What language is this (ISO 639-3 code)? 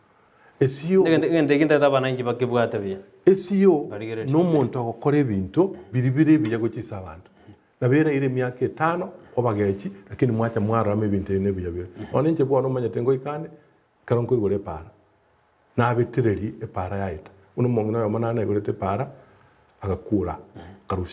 guz